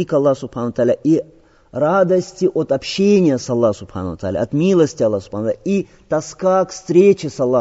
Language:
Russian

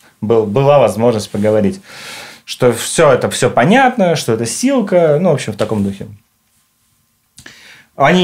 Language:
Russian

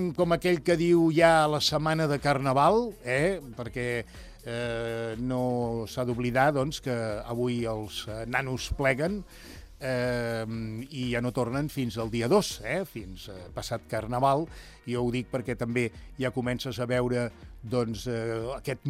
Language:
Catalan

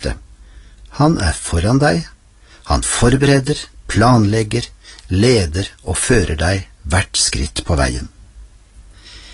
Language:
Norwegian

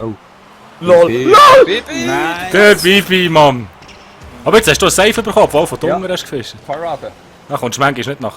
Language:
Swiss German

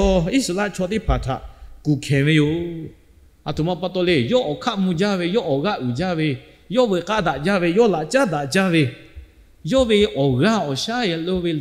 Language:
Lahu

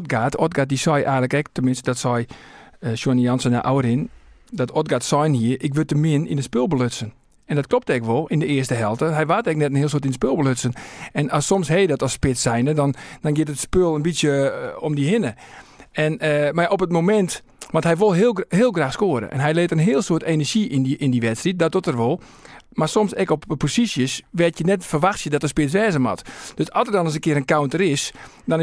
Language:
Western Frisian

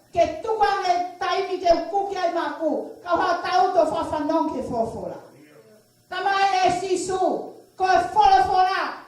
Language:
Tongan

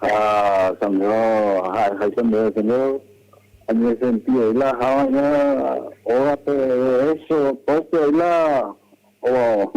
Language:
Guarani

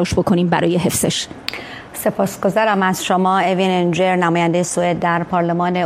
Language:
Persian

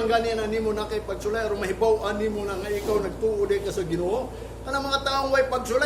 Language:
Cebuano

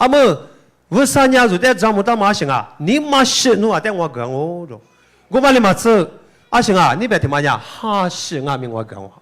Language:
Lisu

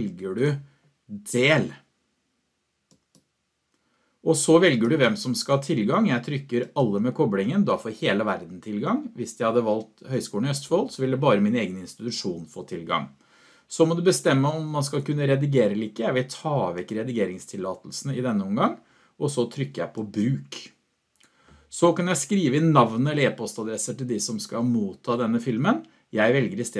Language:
Norwegian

